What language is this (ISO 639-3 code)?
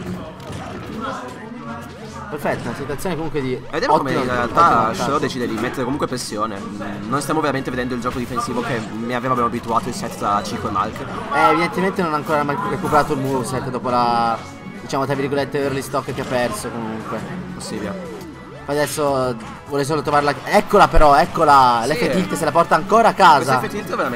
ita